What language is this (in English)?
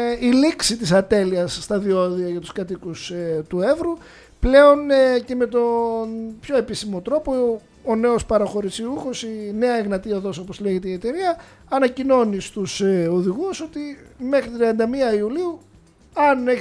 Greek